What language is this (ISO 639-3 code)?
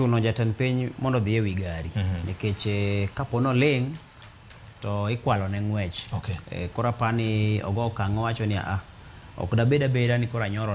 luo